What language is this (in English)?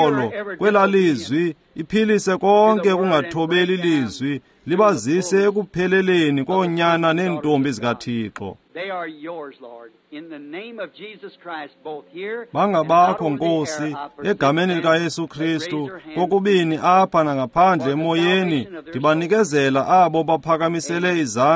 Xhosa